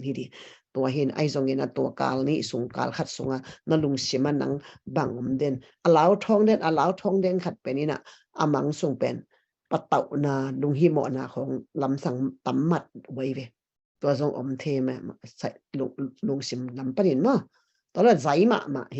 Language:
Tedim Chin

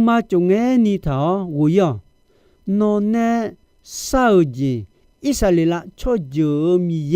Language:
Akha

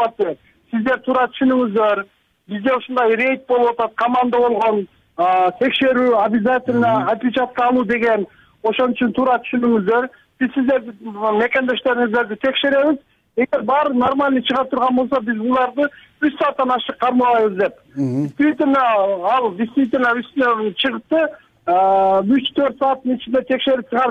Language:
Kyrgyz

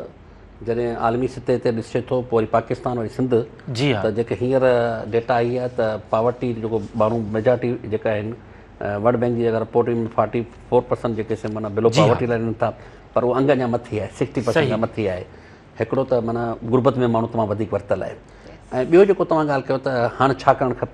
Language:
Sindhi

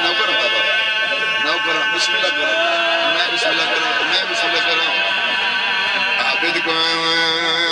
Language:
Urdu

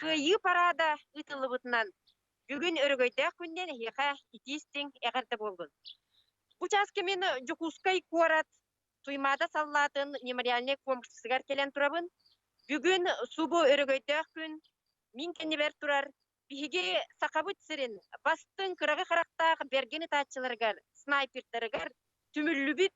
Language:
Yakut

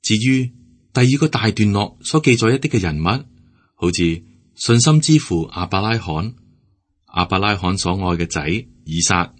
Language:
Cantonese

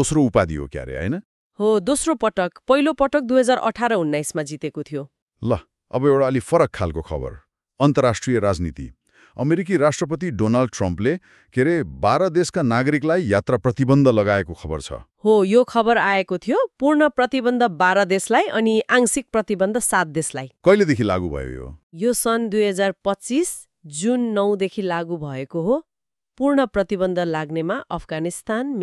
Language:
Nepali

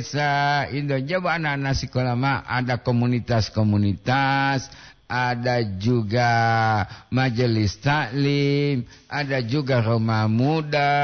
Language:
Gorontalo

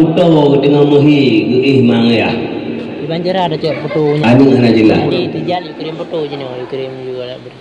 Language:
Achinese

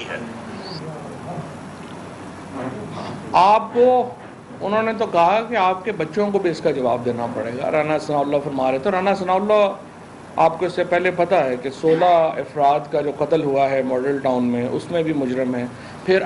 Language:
Urdu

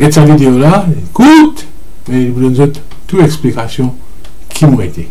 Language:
Morisyen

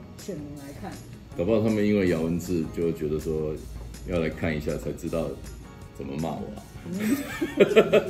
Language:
Chinese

